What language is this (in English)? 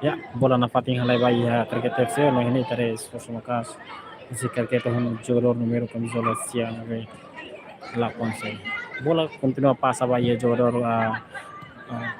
Tetum